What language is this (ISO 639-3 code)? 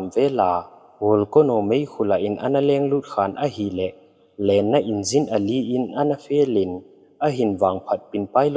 tcz